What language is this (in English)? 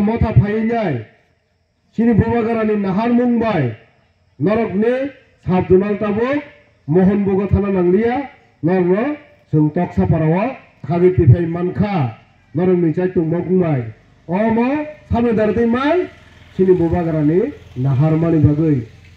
Kok Borok